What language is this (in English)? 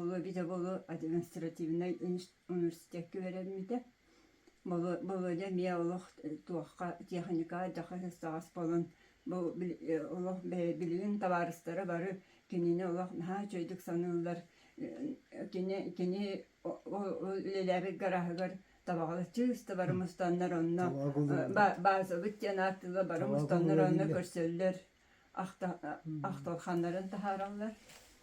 Yakut